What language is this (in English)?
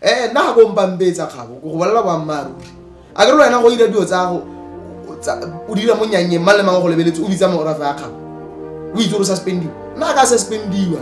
Tswana